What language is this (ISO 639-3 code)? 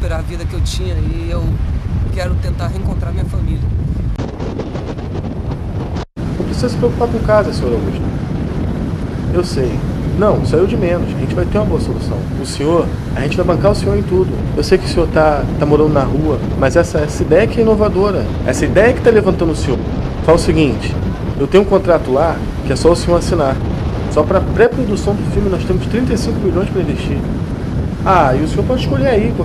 por